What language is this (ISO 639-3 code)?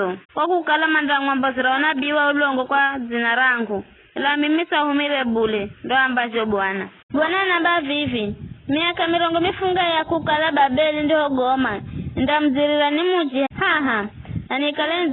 nyf